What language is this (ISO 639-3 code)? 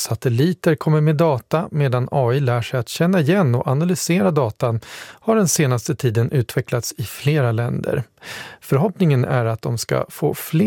swe